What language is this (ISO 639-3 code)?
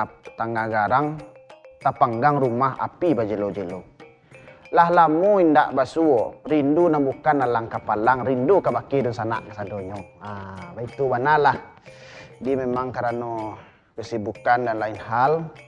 min